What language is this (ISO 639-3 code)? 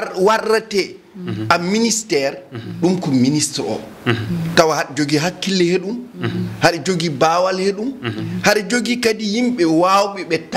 ful